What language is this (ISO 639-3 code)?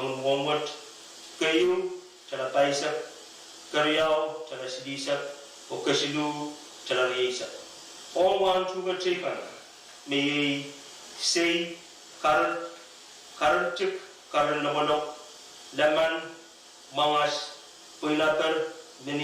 pon